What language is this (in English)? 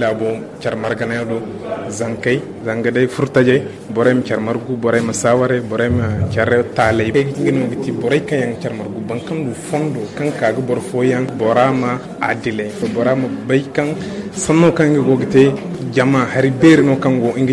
Zarma